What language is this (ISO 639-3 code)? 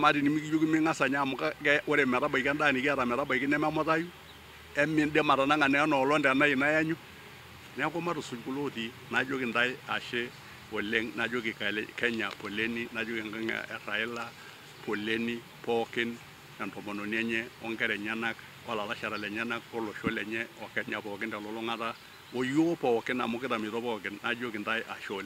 mas